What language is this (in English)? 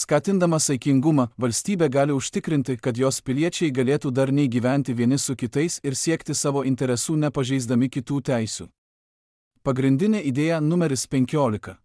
Lithuanian